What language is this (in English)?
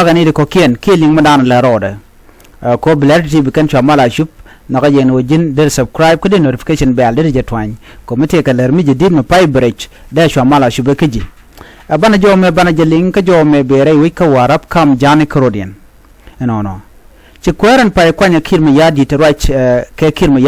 Nuer